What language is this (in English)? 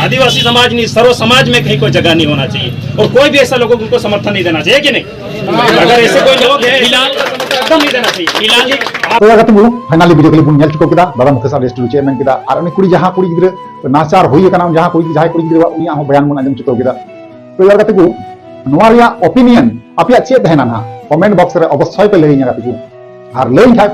Santali